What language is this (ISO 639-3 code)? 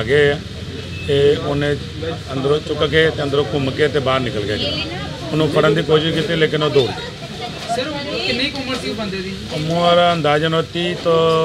hin